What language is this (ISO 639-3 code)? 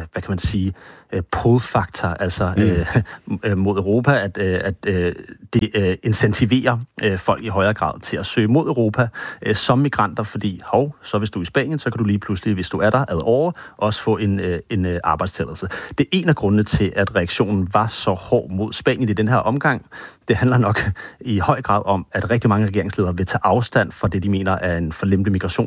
dan